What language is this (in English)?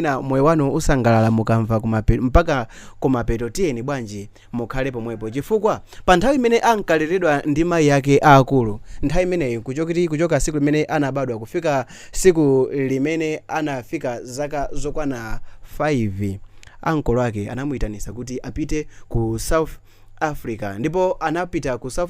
Nyanja